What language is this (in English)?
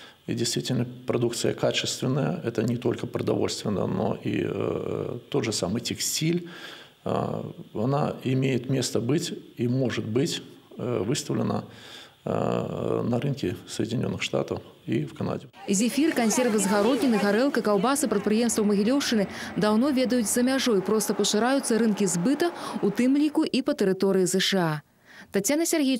Belarusian